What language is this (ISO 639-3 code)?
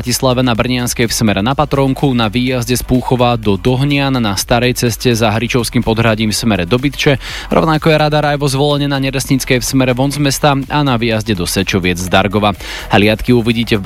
slk